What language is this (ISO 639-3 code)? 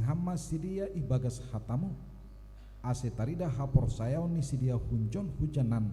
bts